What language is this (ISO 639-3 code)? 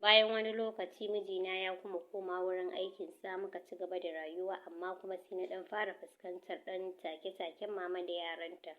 hau